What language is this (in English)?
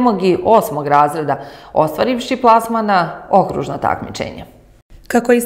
Serbian